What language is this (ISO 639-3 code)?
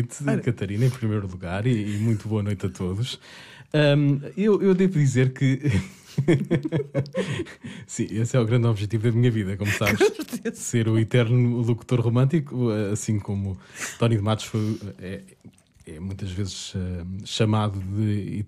por